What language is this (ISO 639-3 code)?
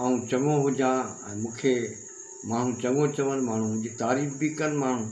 snd